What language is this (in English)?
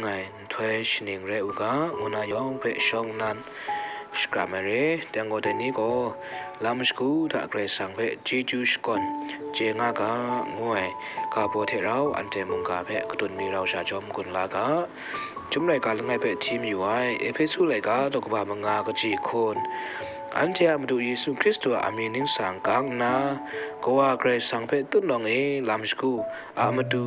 Kachin